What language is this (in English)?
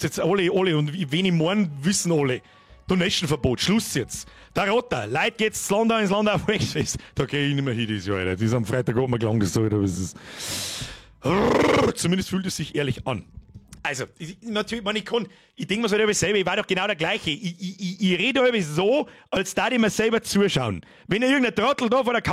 Bavarian